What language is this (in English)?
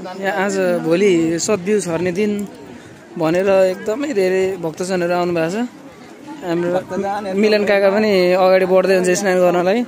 Nepali